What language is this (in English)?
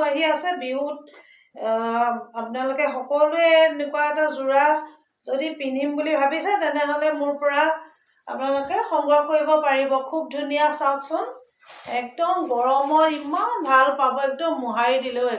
Assamese